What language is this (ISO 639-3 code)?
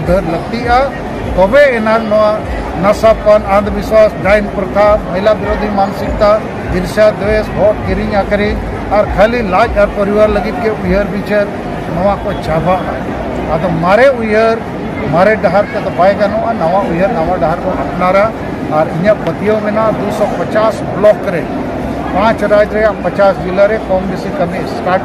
sat